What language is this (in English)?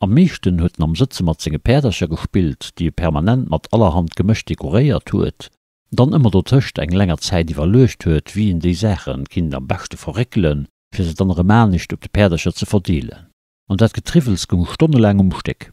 Luxembourgish